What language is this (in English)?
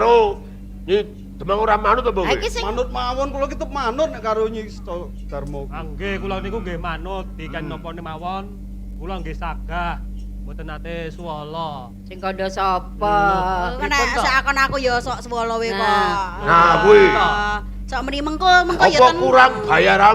Javanese